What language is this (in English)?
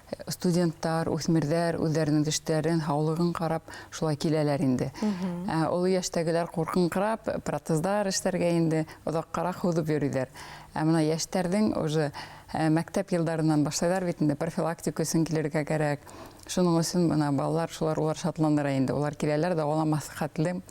Bashkir